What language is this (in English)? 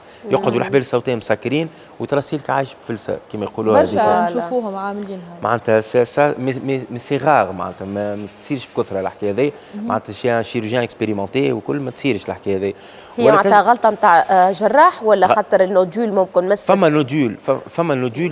Tunisian Arabic